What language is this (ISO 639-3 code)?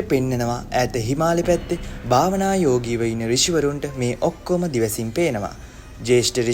sin